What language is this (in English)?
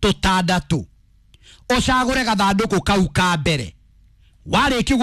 Kikuyu